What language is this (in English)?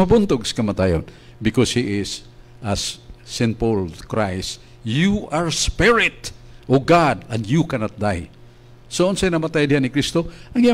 Cebuano